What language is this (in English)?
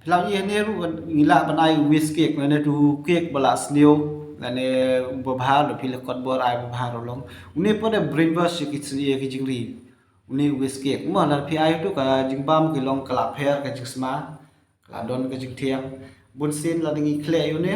Khasi